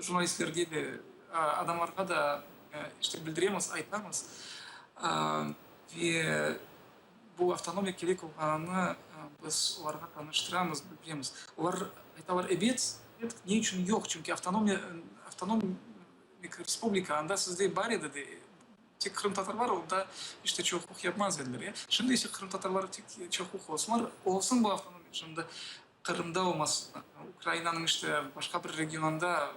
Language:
Crimean Tatar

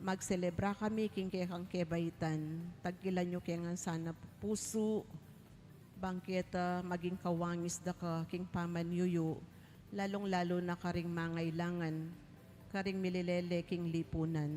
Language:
Pampanga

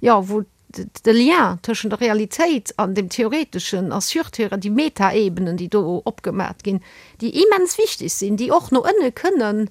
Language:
Luxembourgish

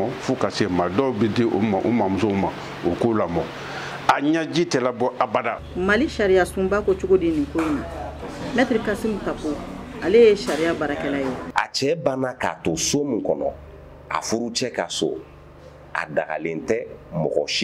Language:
Bambara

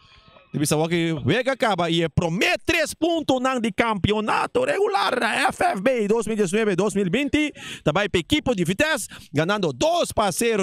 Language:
Papiamento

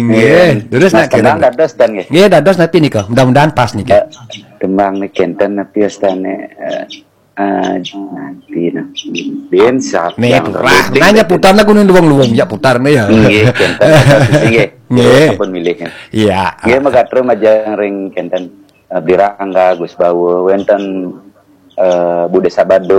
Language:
Balinese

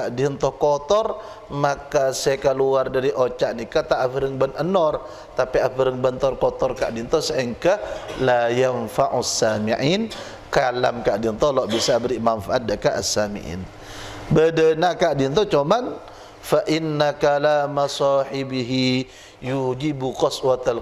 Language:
Madurese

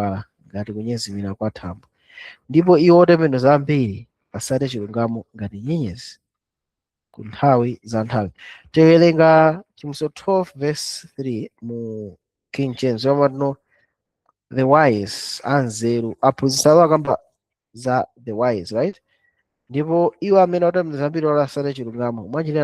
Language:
Nyanja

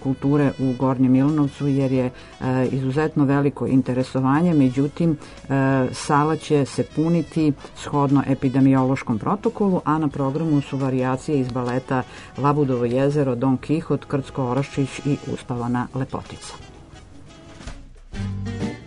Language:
Serbian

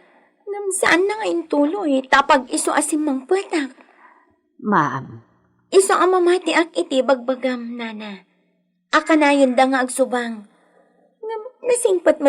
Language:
Iloko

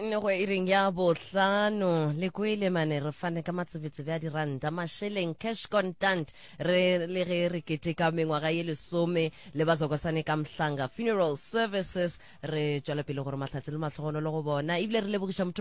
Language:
Northern Sotho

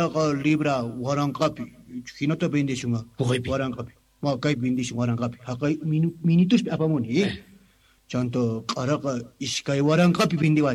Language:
Quechua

